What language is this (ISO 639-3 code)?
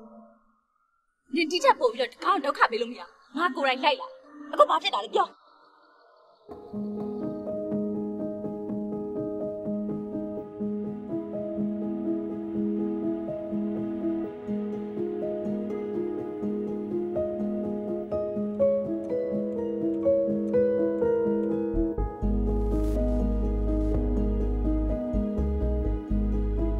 mya